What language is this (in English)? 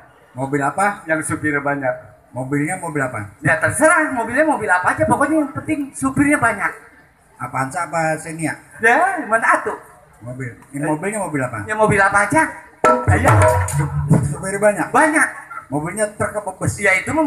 Betawi